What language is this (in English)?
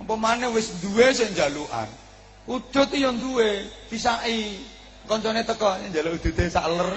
Javanese